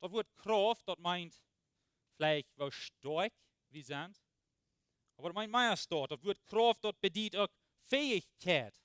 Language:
Plautdietsch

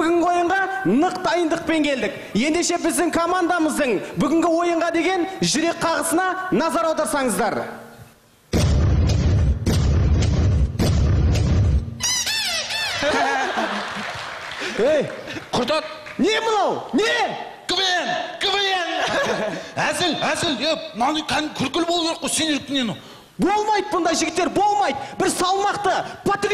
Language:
Kazakh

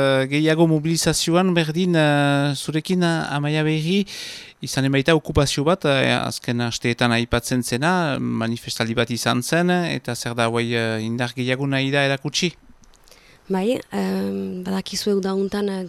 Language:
Basque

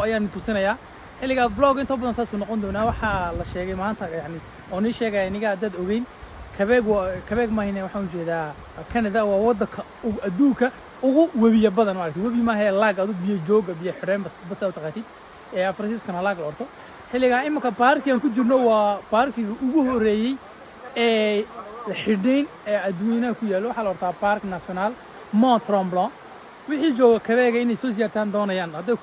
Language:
Somali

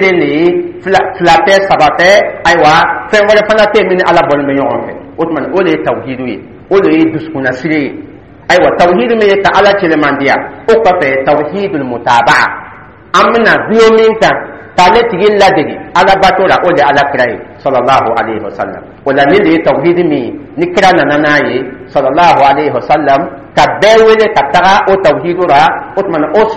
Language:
Dyula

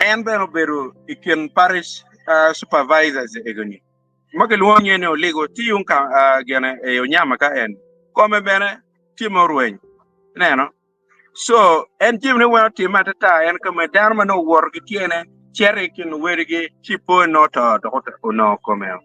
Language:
Acoli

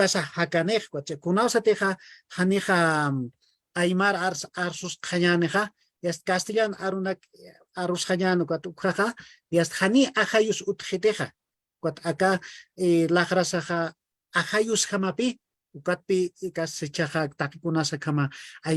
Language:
Aymara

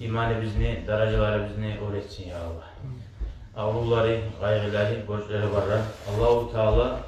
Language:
Kumyk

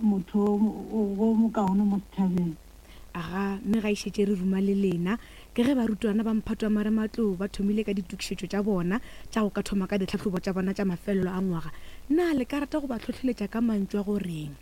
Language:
Northern Sotho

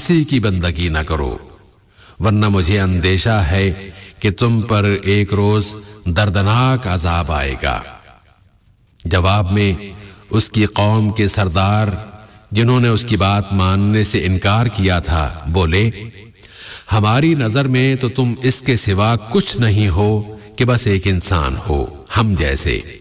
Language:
Urdu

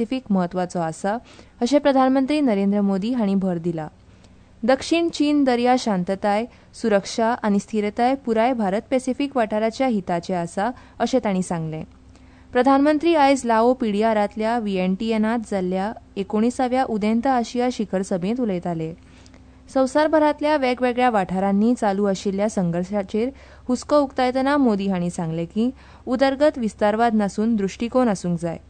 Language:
Konkani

